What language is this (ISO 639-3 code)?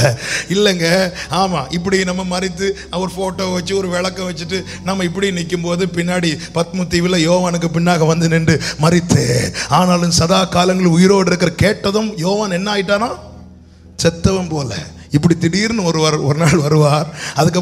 tam